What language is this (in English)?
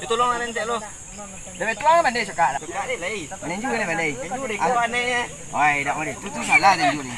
Minangkabau